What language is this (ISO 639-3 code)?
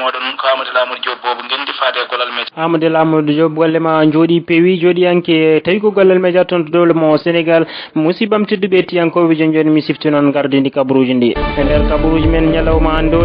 ful